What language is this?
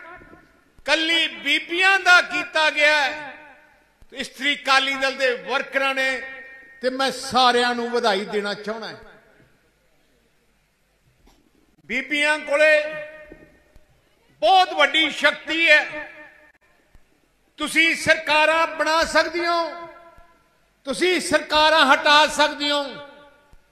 Punjabi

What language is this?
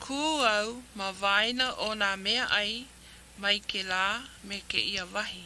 Hawaiian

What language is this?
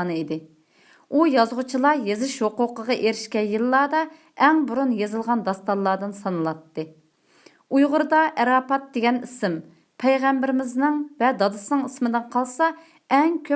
Uyghur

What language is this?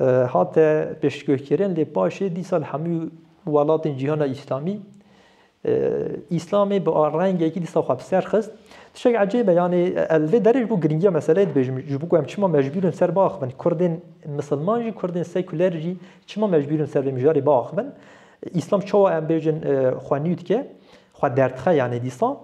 Kurdish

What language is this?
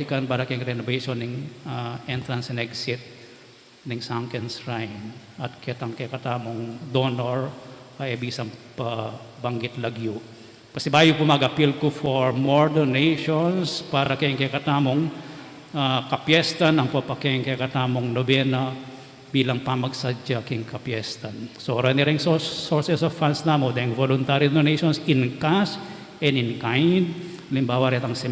Pampanga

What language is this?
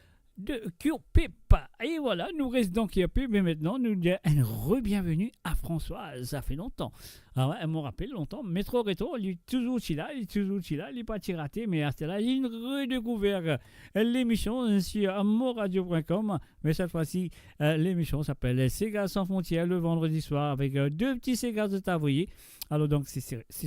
Morisyen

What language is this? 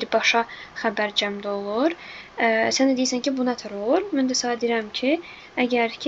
Azerbaijani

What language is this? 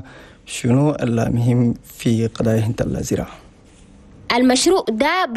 Chadian Arabic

